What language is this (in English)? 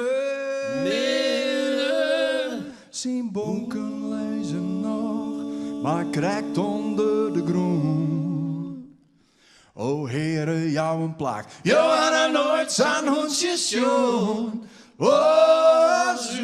Western Frisian